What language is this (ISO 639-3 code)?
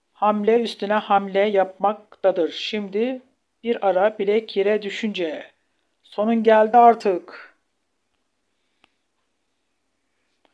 tur